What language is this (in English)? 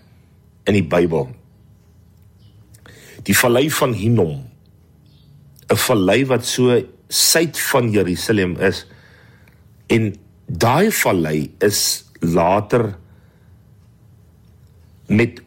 Afrikaans